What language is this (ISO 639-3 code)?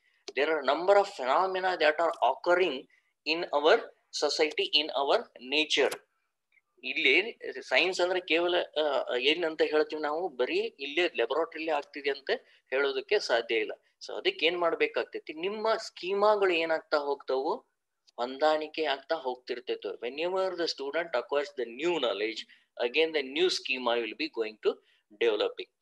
kan